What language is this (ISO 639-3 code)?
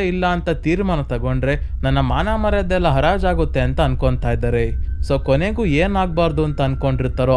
kan